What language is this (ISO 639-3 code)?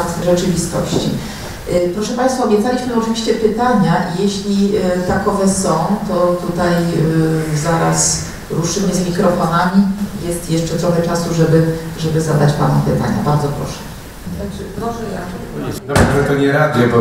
pol